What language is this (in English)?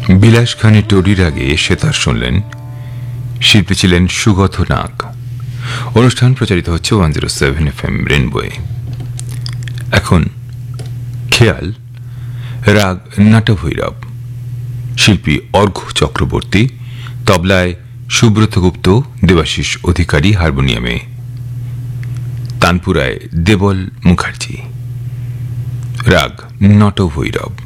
Bangla